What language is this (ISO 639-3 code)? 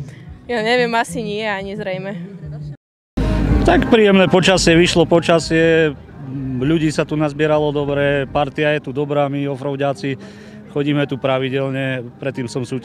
slk